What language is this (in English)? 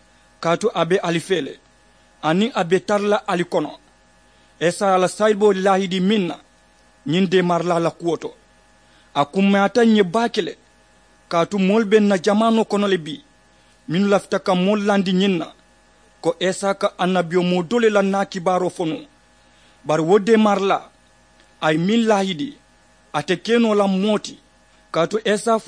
Mandingo